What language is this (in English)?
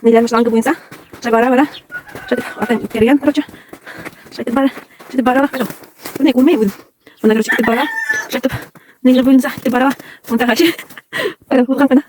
Bashkir